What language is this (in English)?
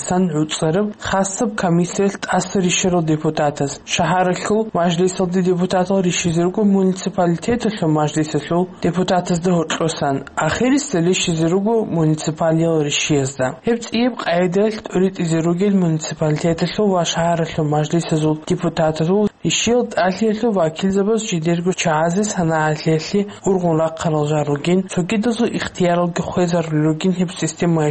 Avaric